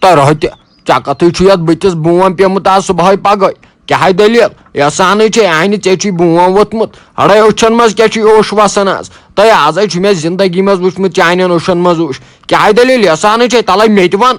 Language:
Kashmiri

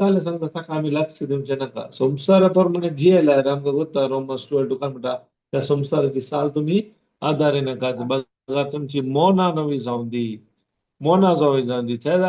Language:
Konkani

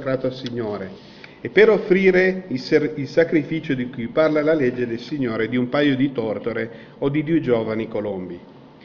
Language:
Italian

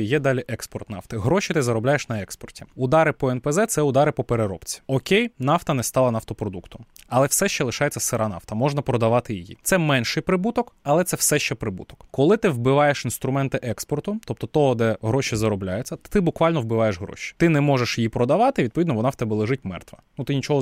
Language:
Ukrainian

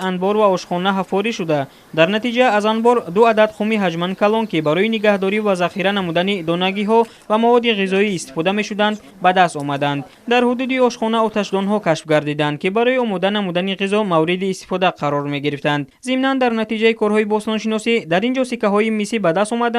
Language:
Tajik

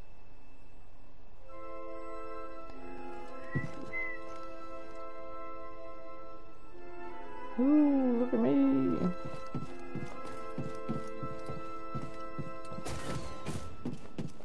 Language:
English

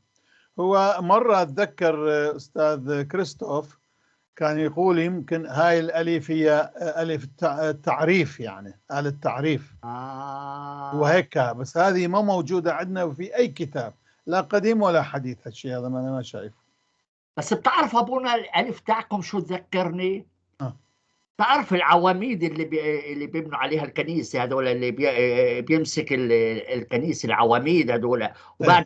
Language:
North Levantine Arabic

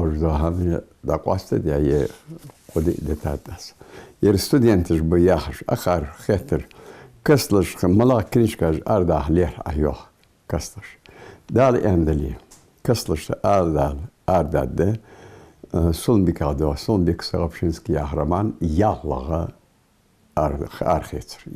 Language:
Ingush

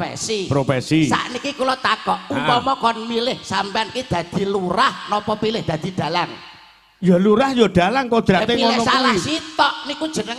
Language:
Javanese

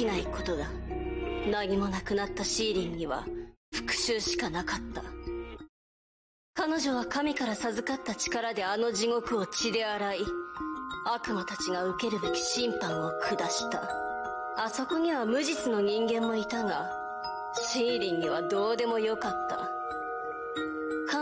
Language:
Japanese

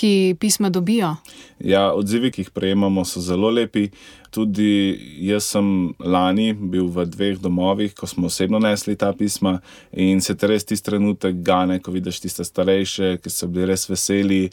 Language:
Slovenian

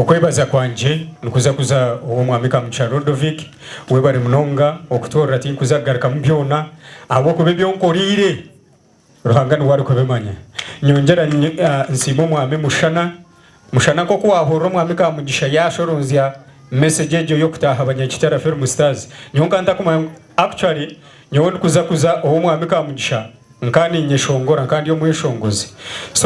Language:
Nyankole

